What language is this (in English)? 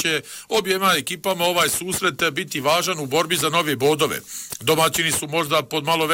Bosnian